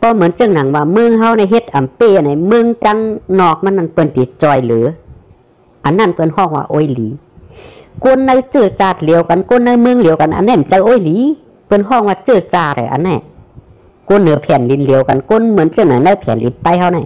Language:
Shan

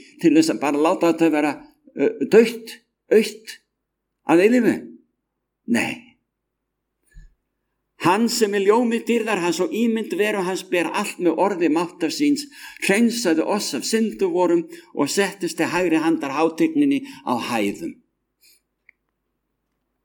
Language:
Icelandic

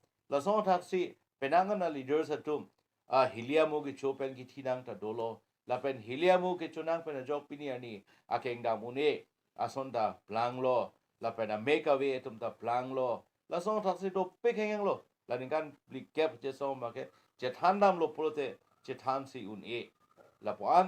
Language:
Karbi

